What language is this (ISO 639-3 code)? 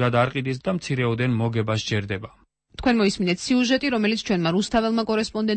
kat